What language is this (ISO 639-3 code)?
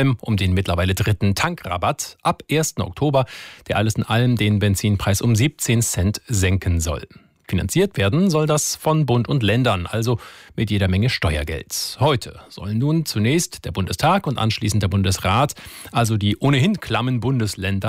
deu